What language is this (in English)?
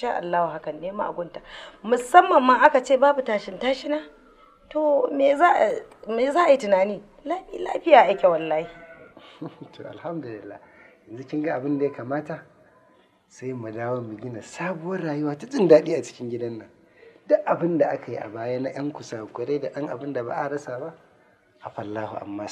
Hausa